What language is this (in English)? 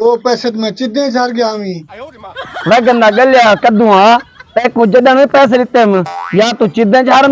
Saraiki